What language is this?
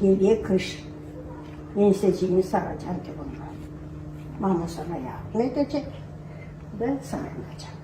Gagauz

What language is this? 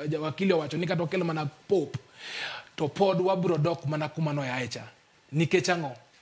Luo (Kenya and Tanzania)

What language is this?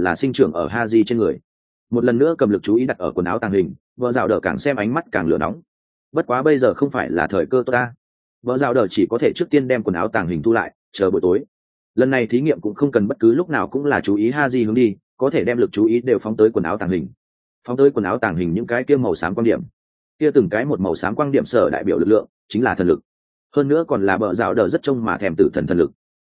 Vietnamese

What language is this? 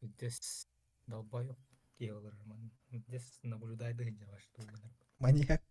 Yakut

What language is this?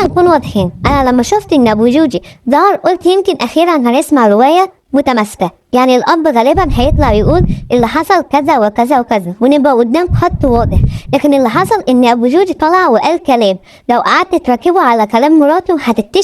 Egyptian Arabic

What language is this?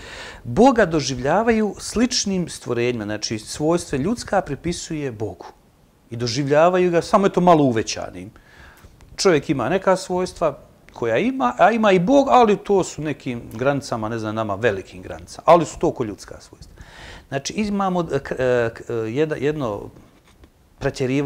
Bosnian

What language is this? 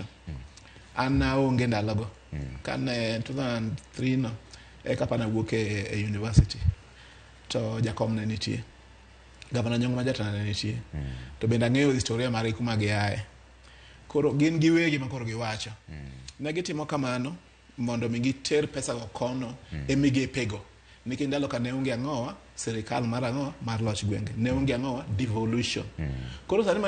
Luo (Kenya and Tanzania)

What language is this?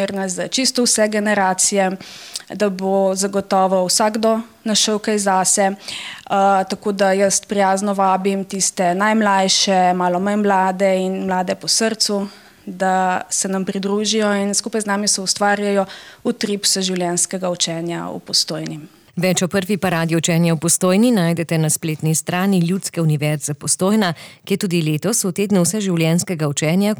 Slovenian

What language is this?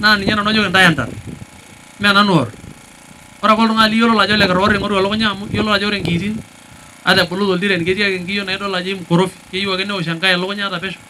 Masai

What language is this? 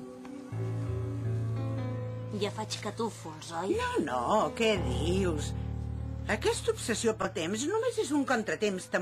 Catalan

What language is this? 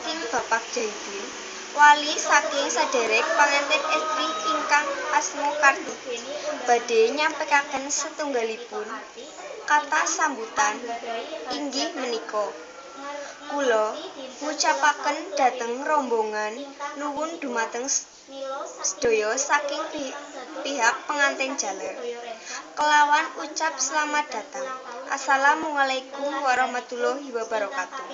Javanese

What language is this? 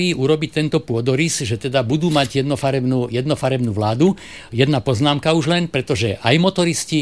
Slovak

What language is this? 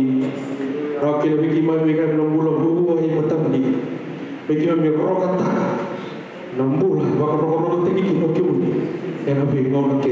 Fijian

